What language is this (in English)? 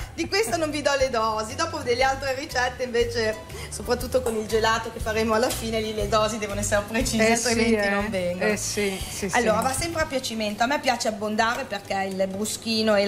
Italian